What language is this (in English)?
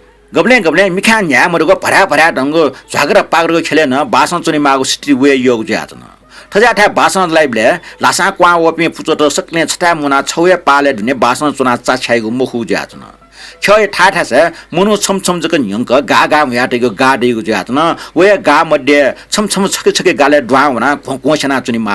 Newari